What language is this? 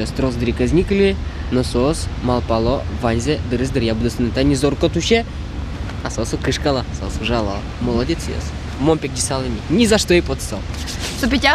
Udmurt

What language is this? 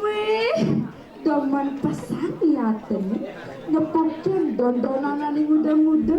Balinese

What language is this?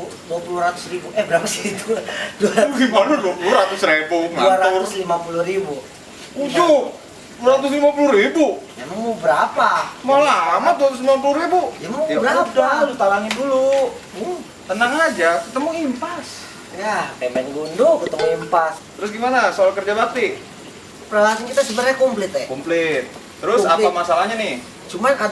Betawi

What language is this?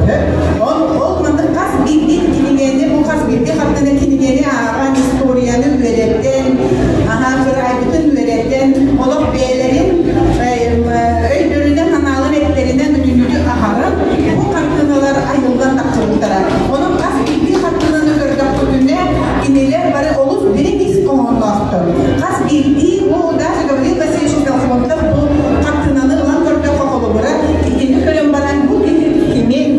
Yakut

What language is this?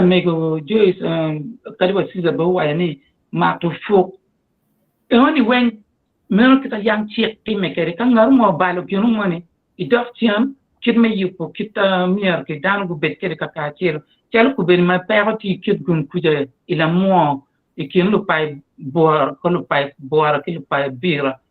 Acoli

